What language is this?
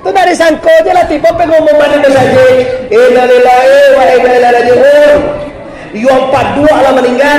Minangkabau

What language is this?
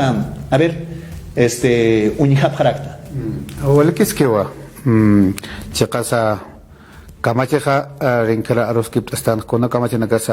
Aymara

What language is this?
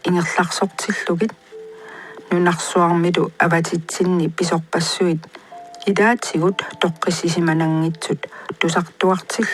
Kalaallisut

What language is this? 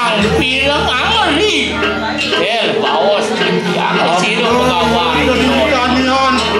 Balinese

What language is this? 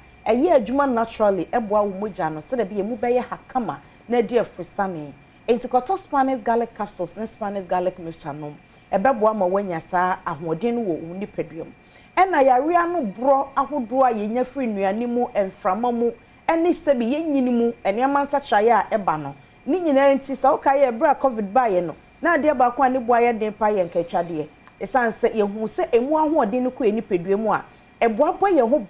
Akan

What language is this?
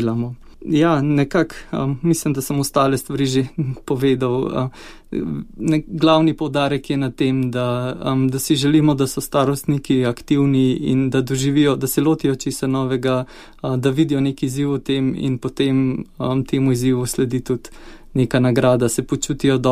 Slovenian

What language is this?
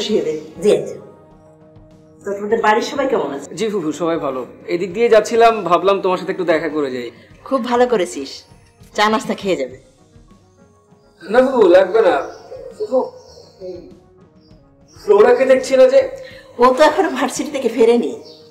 Bangla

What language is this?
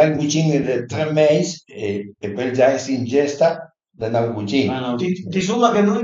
Piedmontese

